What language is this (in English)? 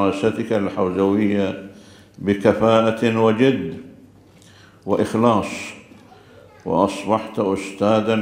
Arabic